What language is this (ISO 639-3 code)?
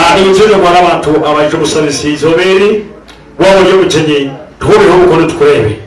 nyn